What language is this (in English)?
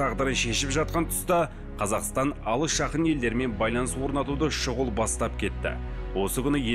Kazakh